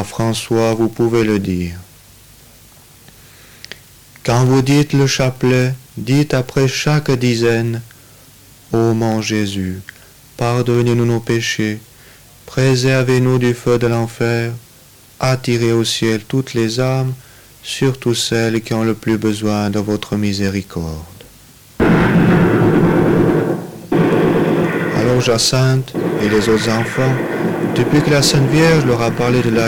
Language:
French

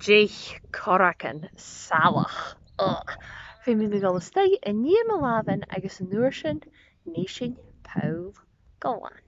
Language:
Scottish Gaelic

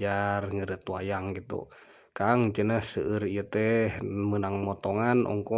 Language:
Sundanese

